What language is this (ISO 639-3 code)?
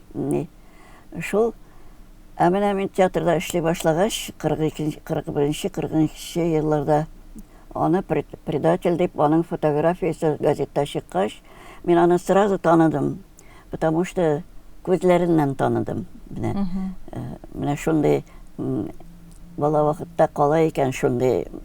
tat